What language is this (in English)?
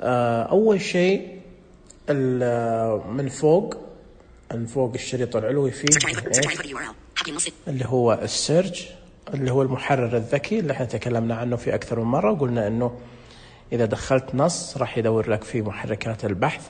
Najdi Arabic